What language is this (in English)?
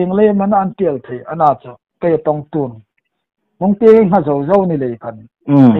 Hmar